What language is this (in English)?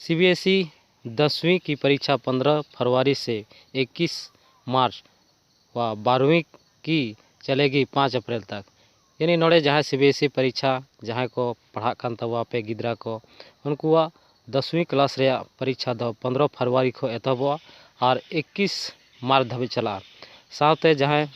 Santali